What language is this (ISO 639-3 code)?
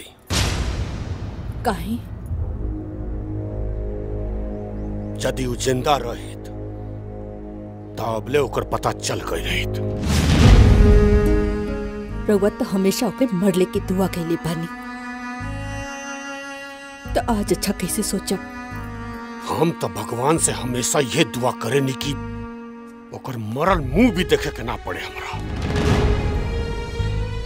bho